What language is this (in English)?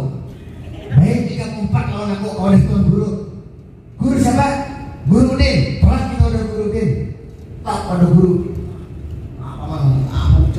Banjar